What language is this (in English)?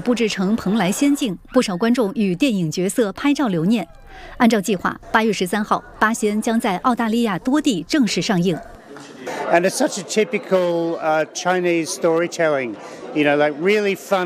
Chinese